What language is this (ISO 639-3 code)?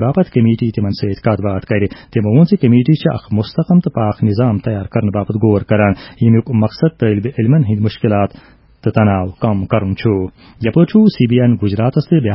kas